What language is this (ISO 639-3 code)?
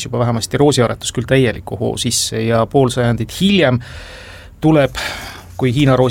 est